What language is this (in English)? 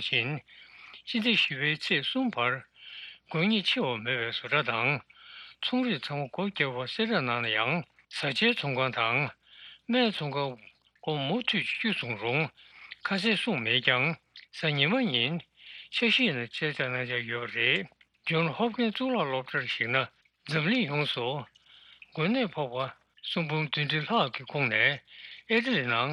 Tibetan